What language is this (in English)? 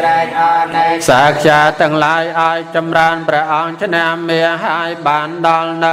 Khmer